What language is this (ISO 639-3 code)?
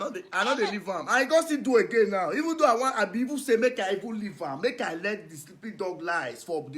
pcm